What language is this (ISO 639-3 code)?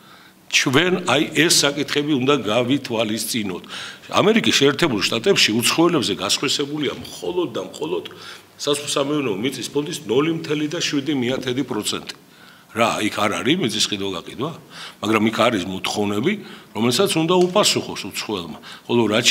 kat